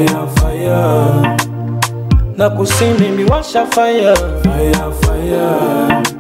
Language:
Swahili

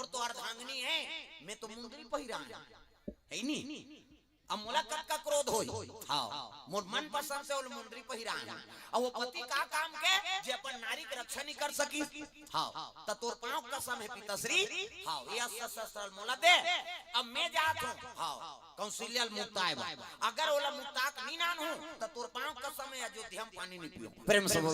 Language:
Chhattisgarhi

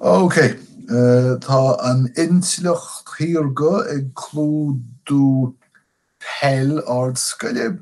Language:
Irish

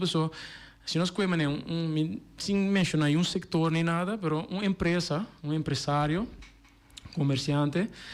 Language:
Papiamento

